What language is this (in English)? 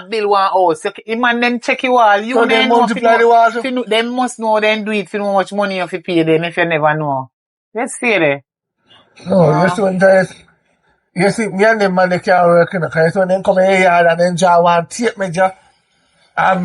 Jamaican Creole English